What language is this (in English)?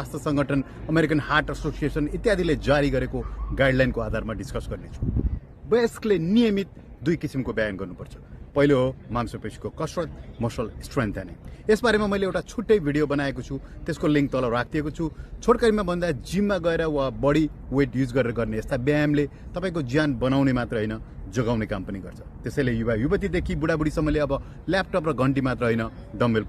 Nepali